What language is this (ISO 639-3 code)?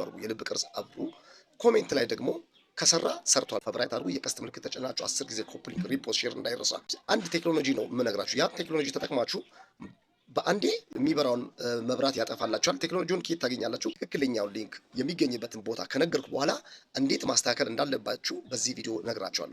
amh